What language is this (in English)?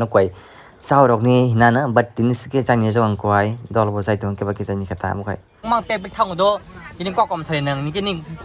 Kok Borok